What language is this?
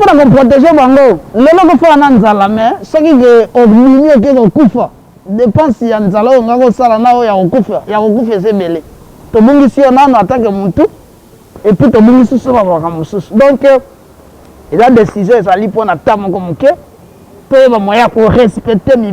Lingala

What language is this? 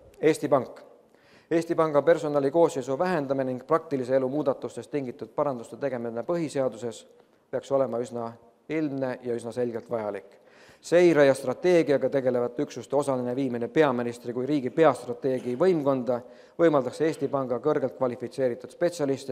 Estonian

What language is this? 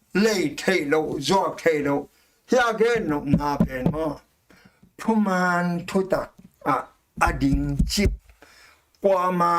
Tedim Chin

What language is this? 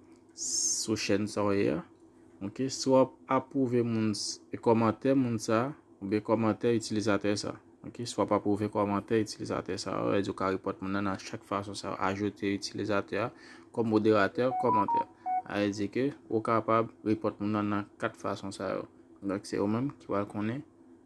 Haitian Creole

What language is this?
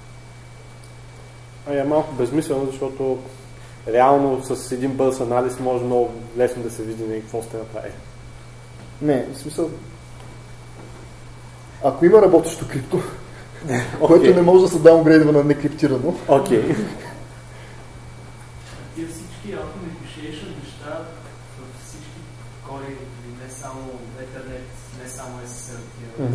Bulgarian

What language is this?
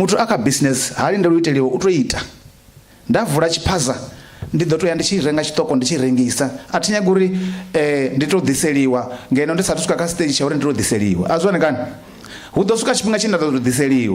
Venda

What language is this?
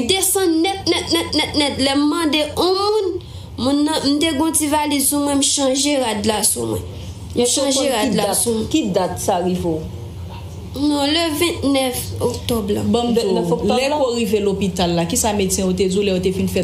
Haitian Creole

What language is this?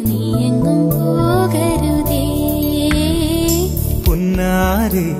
Malayalam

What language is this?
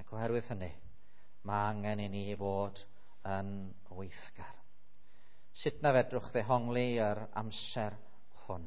Welsh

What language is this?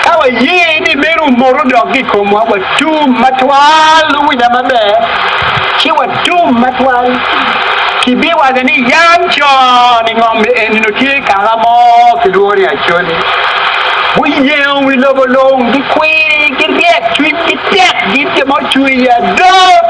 Acoli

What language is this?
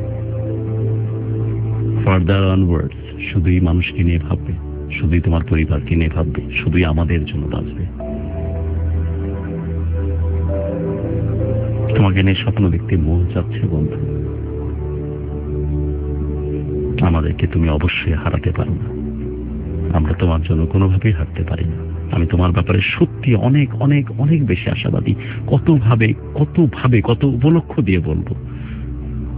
Bangla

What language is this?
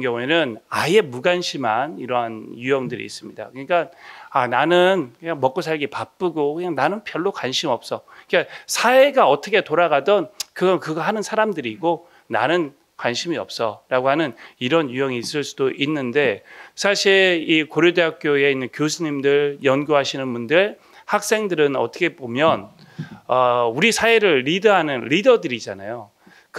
Korean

